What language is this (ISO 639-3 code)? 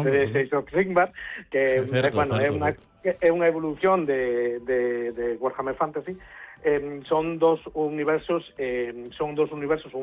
glg